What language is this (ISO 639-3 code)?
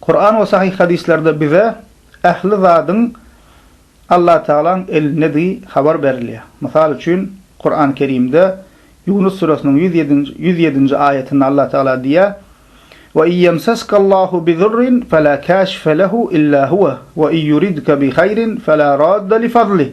tuk